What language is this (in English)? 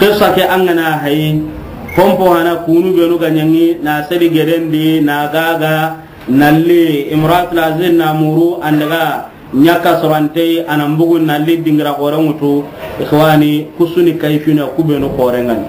Soninke